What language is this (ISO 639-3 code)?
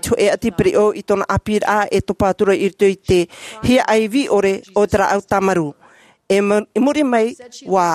tah